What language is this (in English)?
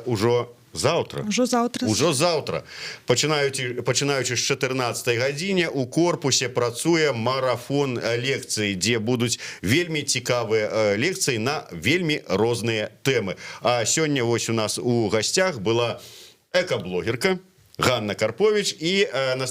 Belarusian